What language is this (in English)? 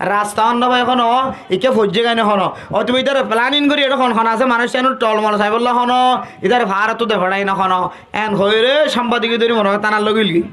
Rohingya